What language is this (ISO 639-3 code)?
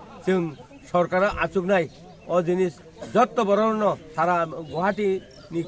trp